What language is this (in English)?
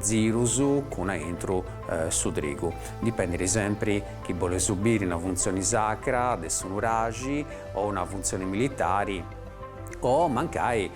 Sardinian